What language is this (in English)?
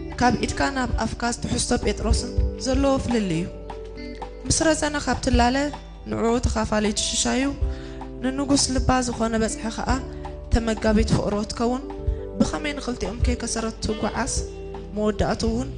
Tigrinya